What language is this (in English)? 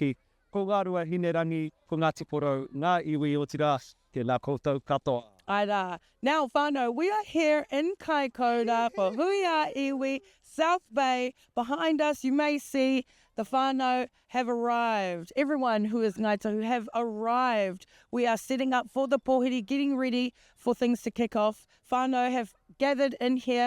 Māori